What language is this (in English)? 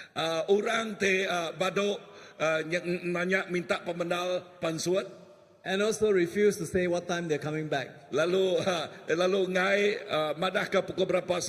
Iban